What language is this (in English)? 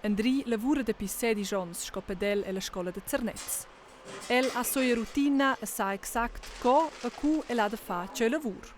Romansh